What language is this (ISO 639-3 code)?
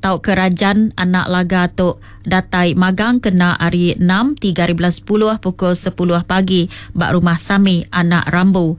iba